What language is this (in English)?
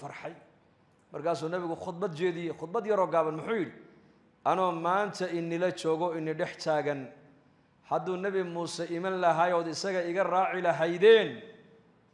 Somali